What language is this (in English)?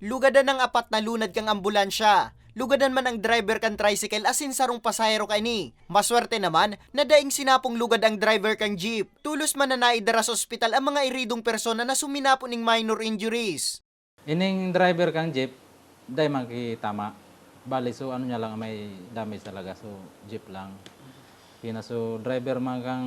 Bikol